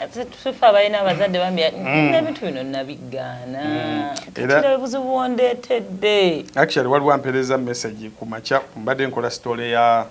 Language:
Ganda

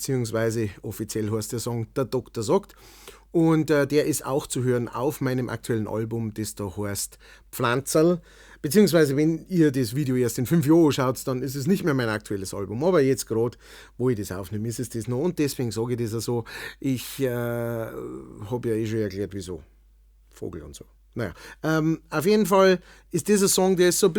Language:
Bavarian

